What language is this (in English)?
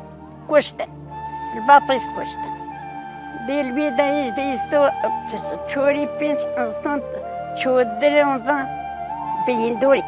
Kurdish